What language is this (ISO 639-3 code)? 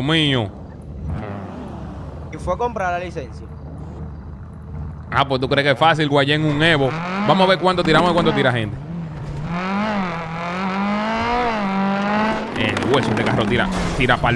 spa